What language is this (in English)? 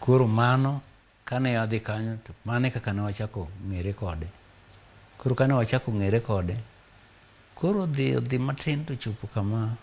Luo (Kenya and Tanzania)